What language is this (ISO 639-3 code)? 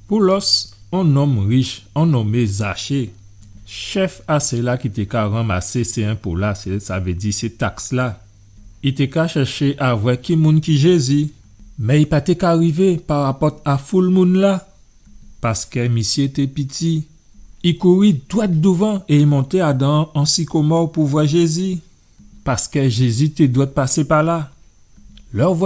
gcf